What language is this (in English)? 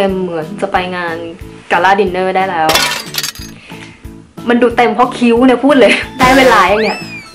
Thai